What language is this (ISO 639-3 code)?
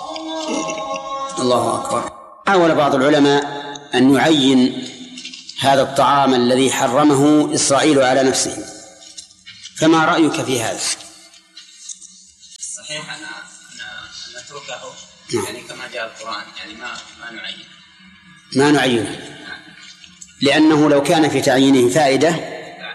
ara